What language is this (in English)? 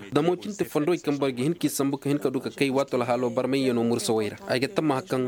Koyraboro Senni